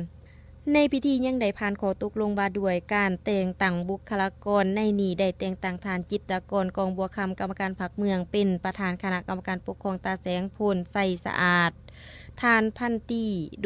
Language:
Lao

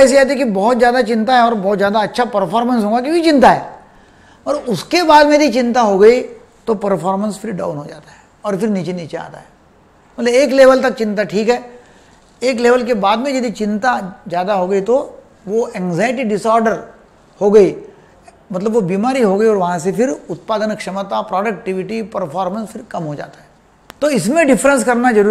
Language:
Hindi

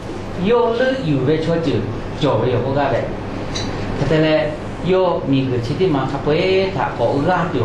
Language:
Lahu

